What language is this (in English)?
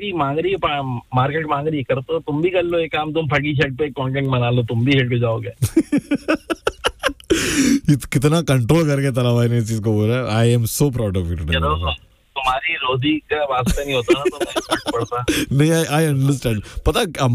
Hindi